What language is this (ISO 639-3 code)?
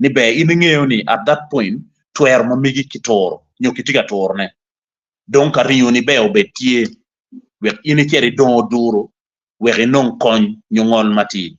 ach